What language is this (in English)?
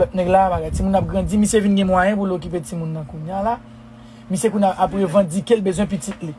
Haitian Creole